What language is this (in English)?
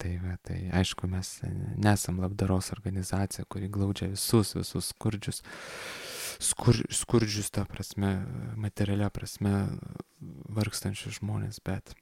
Lithuanian